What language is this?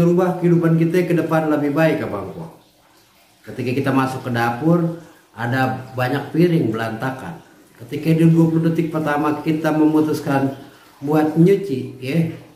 Betawi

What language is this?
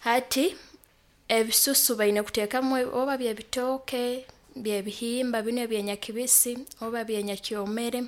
Nyoro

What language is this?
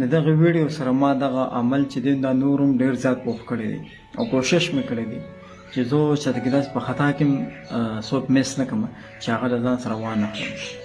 Pashto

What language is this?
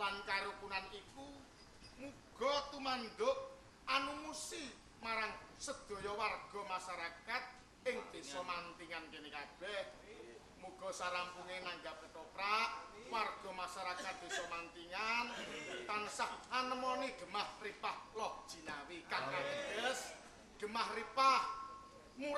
Javanese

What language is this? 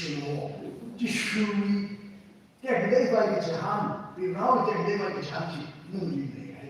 Tangkhul Naga (India)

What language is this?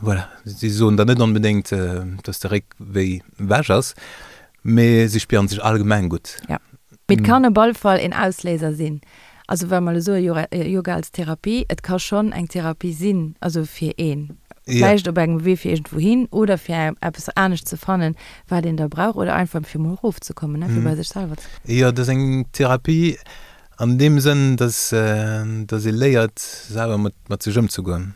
Luxembourgish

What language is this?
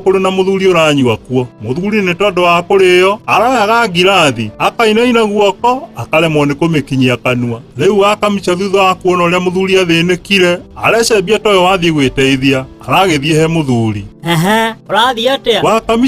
Kikuyu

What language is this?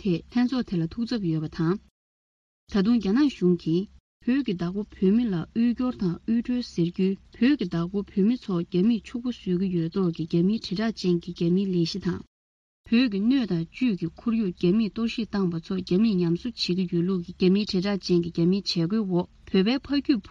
Tibetan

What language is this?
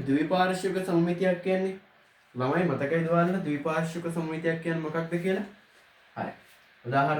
Sinhala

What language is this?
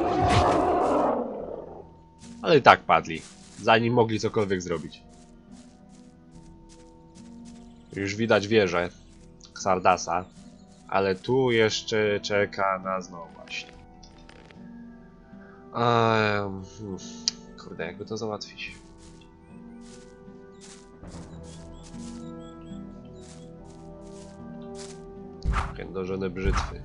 Polish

